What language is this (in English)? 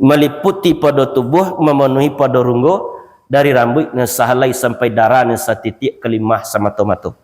Minangkabau